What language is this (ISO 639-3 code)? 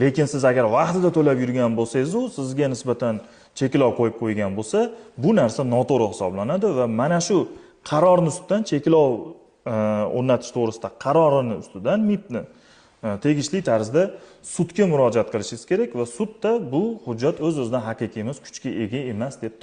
uzb